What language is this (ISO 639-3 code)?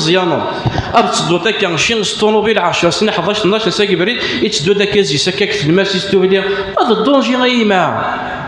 kab